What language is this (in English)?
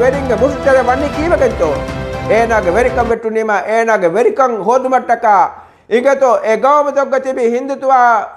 Divehi